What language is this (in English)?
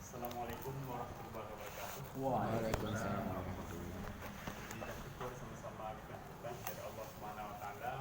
Achinese